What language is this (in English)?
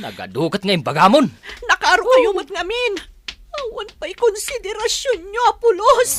Iloko